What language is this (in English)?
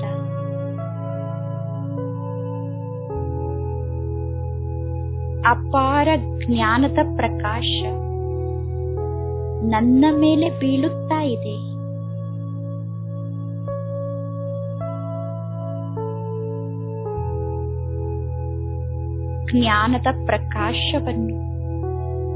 Kannada